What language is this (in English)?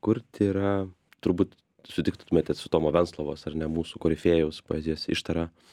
Lithuanian